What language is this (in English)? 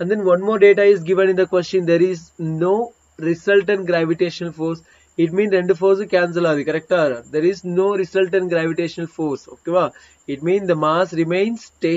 Tamil